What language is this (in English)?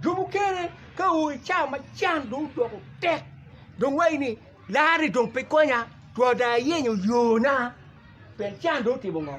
Acoli